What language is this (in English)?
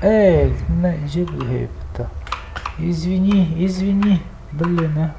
Yakut